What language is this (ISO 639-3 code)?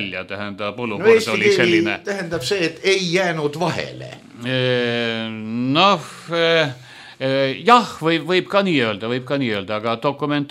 est